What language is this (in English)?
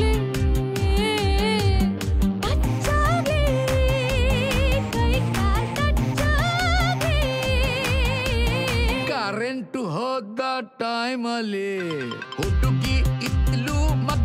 Kannada